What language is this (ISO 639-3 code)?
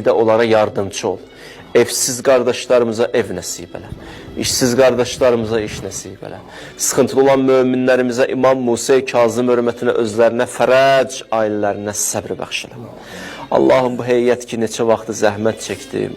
aze